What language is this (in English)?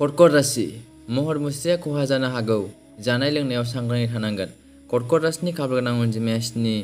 Bodo